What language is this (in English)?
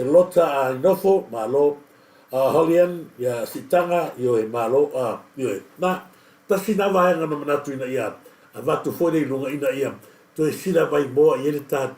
Samoan